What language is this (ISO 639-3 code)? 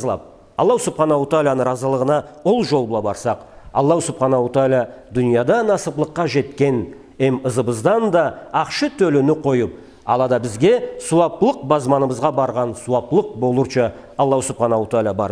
krc